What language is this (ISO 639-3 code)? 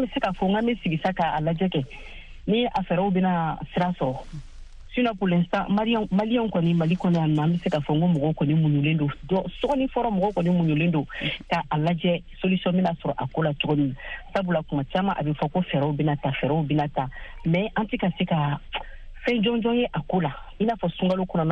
bam